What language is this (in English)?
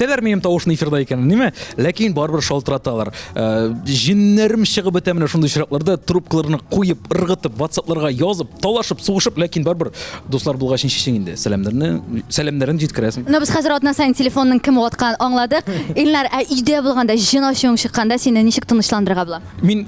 Tatar